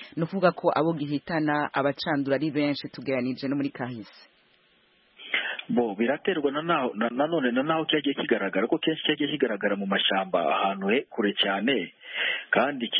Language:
Kinyarwanda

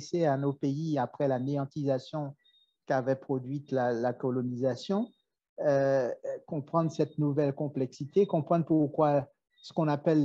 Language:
French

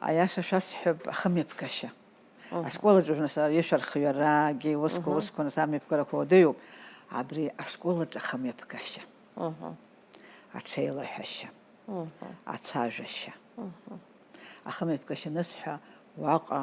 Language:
Abkhazian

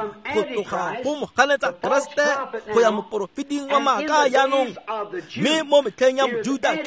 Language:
Tswana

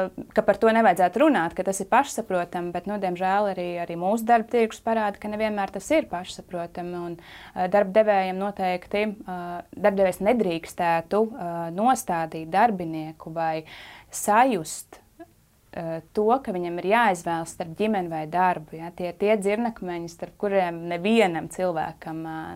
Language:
Latvian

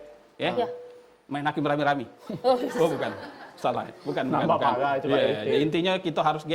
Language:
Musi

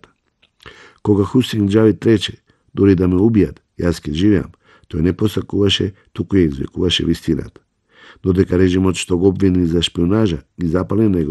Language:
Macedonian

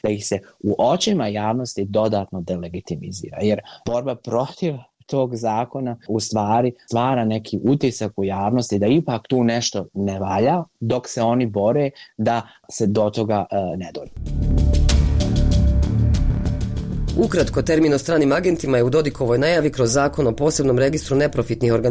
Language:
Bosnian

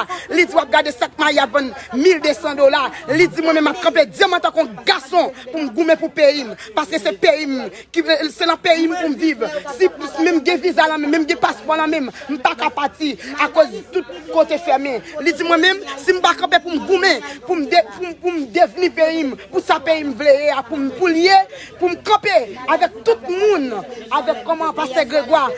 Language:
Haitian Creole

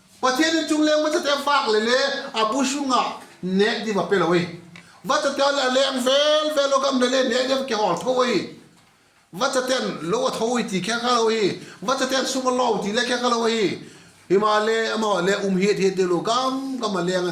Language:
Vaiphei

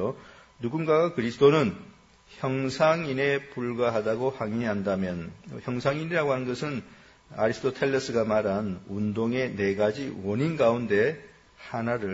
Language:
Korean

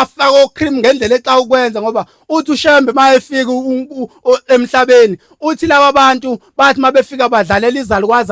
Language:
Zulu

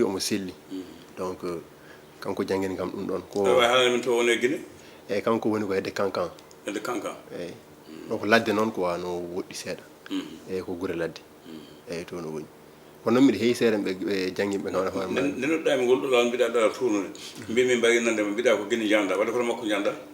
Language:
Fula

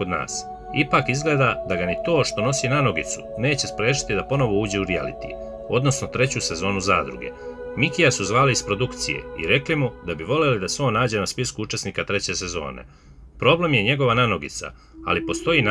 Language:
Serbian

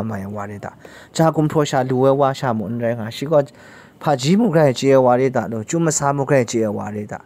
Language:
Kachin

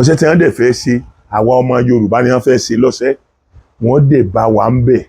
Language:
Yoruba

